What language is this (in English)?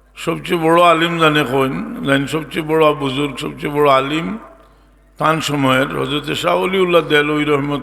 Sylheti